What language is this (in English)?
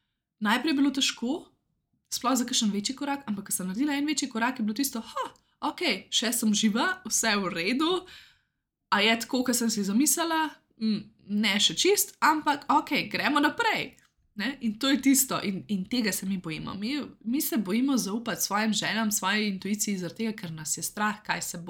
Slovenian